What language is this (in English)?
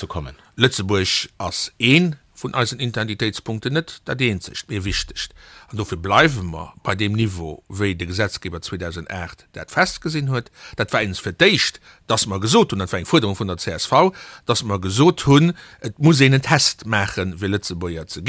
Luxembourgish